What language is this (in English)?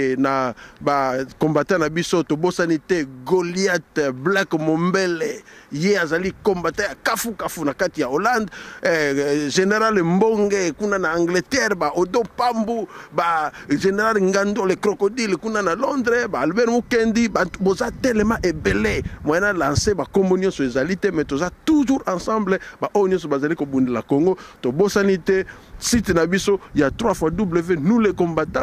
Lingala